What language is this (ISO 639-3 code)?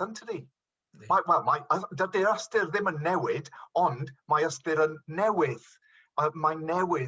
cym